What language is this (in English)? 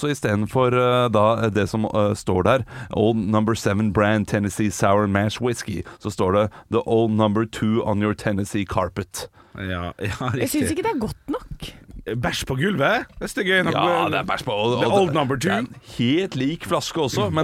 Norwegian